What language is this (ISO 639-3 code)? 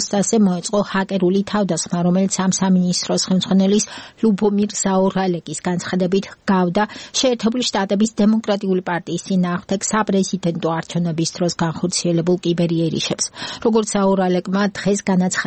kat